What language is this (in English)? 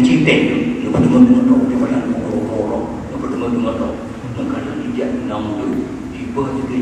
Achinese